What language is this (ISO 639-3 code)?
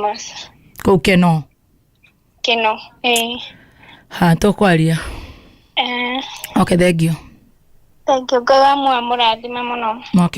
kik